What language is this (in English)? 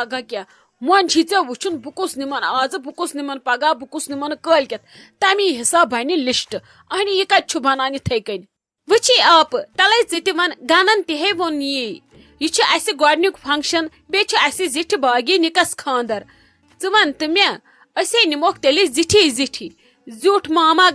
Kashmiri